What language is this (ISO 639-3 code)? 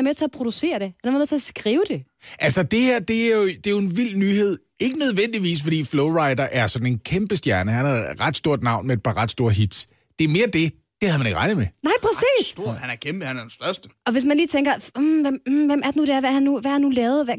dan